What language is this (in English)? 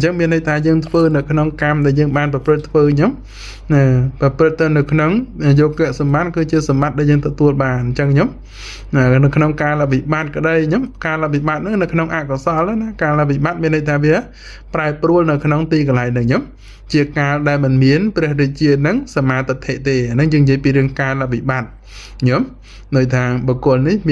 Khmer